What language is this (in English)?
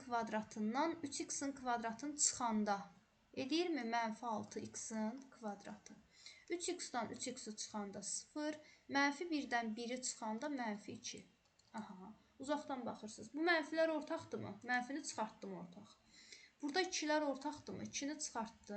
Azerbaijani